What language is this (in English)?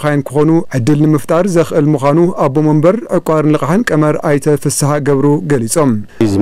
Tigrinya